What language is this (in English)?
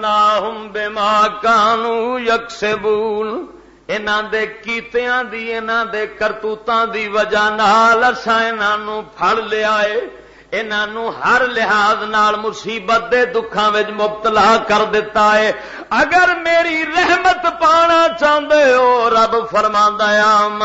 Western Panjabi